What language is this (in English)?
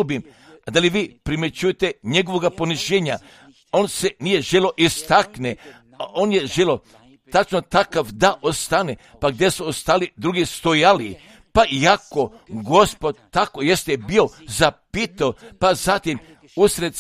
Serbian